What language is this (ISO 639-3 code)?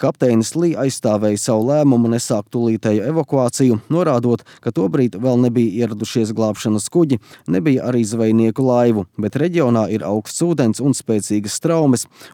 lav